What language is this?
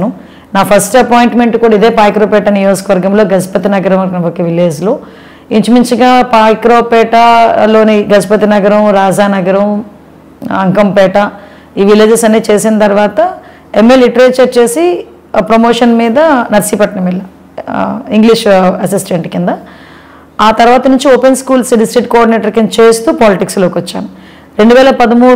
Telugu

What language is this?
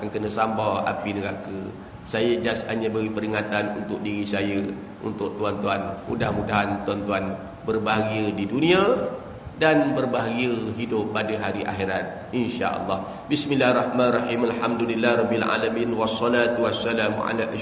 Malay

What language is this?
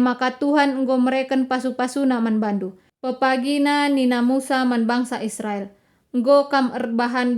Batak Karo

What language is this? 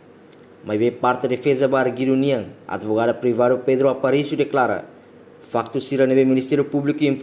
Tetum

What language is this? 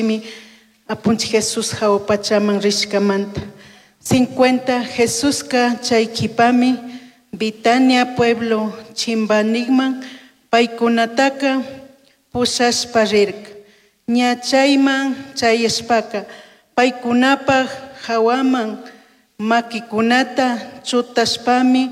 Chimborazo Highland Quichua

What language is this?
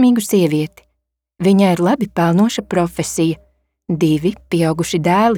Latvian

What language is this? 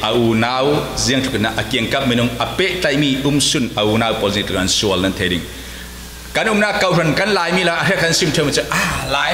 Falam Chin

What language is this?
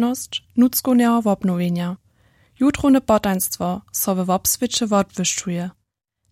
Upper Sorbian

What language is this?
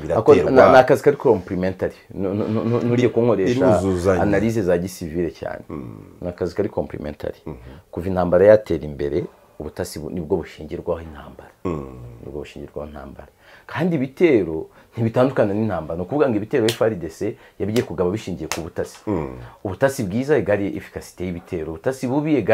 Kinyarwanda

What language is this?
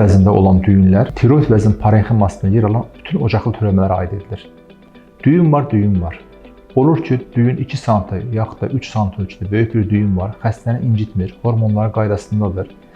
Azerbaijani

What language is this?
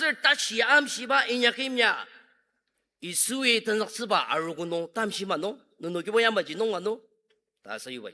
Ao Naga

